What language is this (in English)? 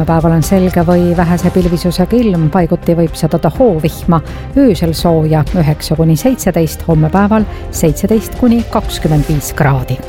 Estonian